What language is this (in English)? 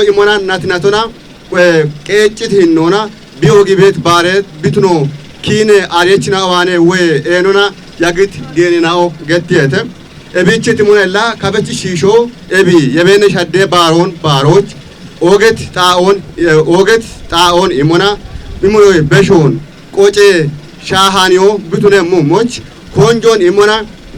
Kafa